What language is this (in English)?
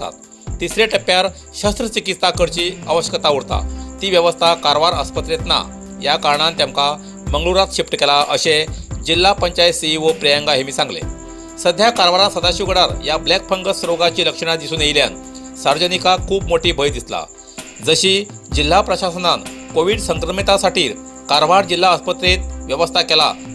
Konkani